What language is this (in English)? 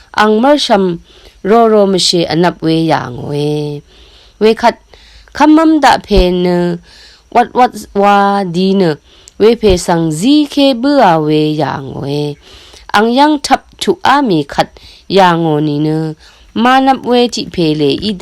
Rawang